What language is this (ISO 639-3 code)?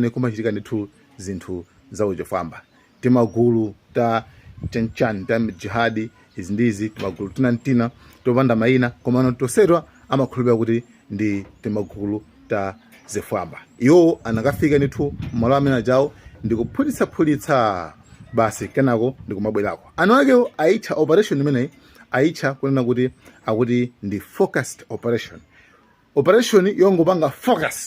nya